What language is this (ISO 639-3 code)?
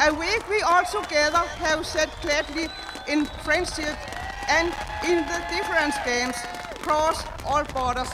kal